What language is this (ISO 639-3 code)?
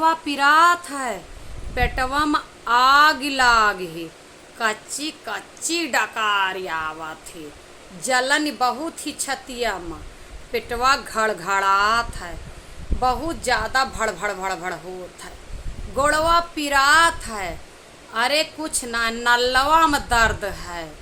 awa